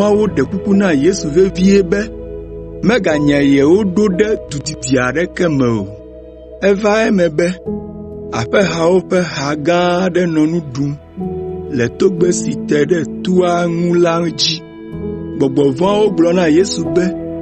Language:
Ewe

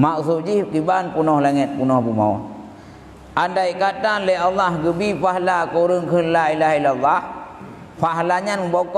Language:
Achinese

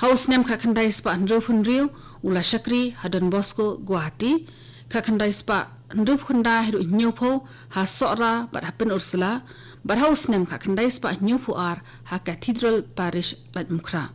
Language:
Khasi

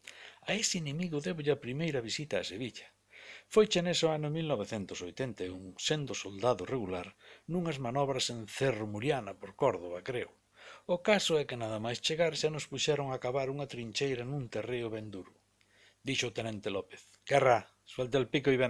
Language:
Galician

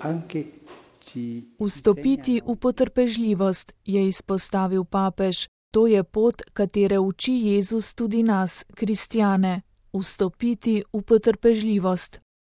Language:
Slovenian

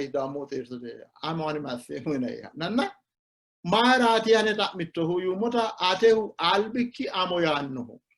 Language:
Sidamo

